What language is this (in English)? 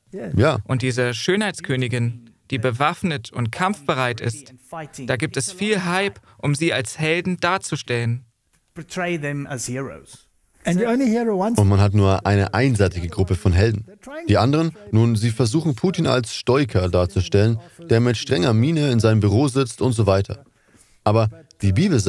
German